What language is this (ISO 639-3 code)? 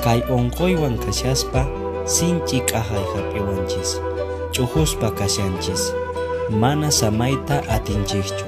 que